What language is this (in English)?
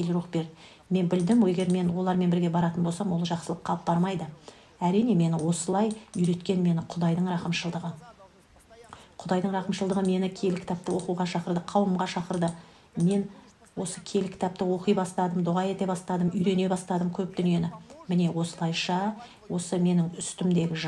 Kazakh